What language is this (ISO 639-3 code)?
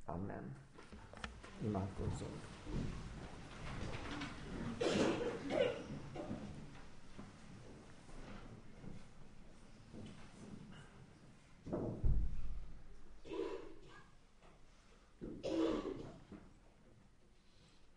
hun